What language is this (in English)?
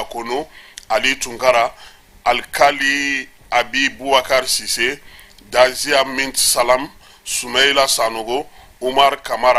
Bambara